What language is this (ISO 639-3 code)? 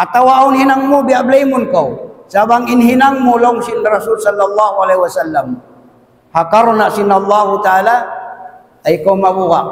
tsg